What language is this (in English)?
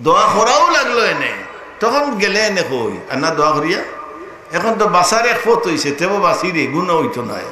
Sylheti